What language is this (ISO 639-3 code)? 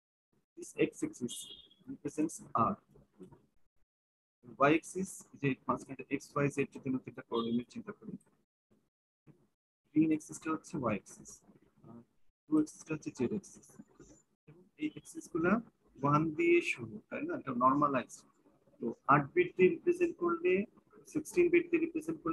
ben